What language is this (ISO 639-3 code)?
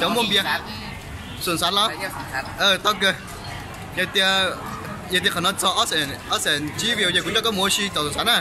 hmn